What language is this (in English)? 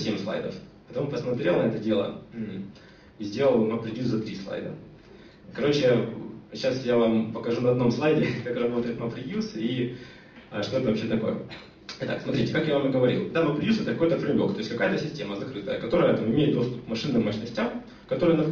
Russian